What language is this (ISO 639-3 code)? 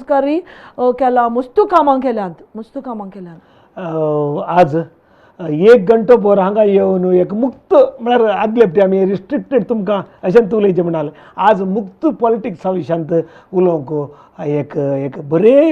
kok